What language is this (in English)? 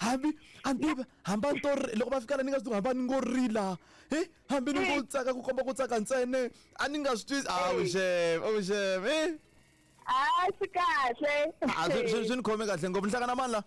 Tsonga